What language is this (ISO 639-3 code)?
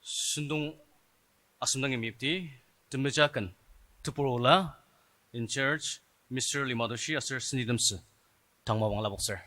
njo